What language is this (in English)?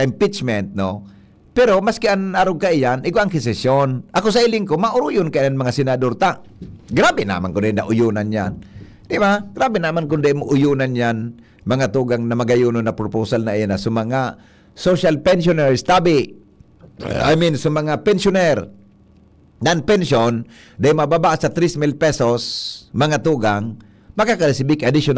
Bikol